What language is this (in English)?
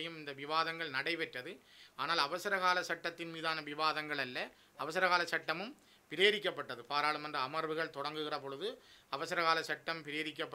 Tamil